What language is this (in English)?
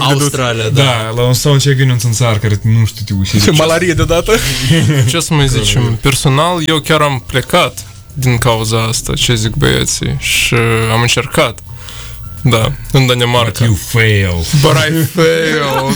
Romanian